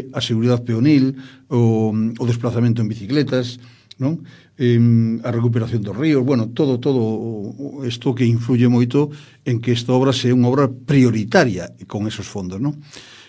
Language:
Galician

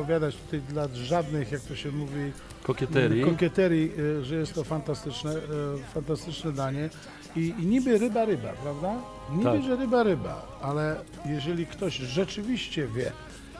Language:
Polish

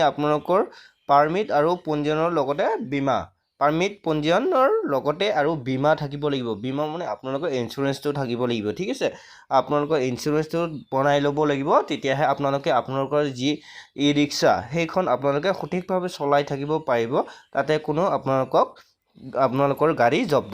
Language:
Assamese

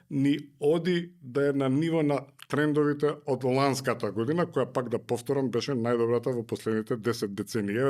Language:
Macedonian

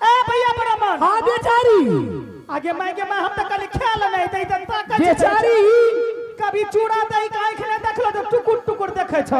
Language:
Angika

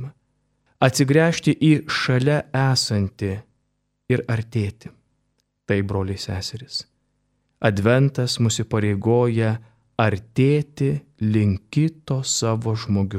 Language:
Lithuanian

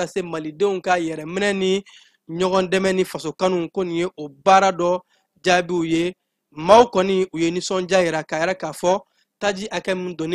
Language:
Bambara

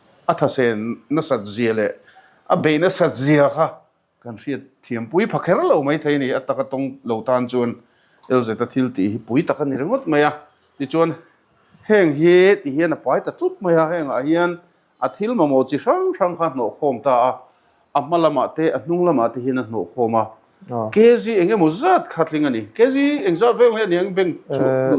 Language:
Mizo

